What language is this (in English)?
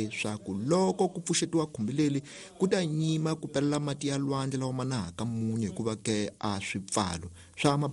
Tsonga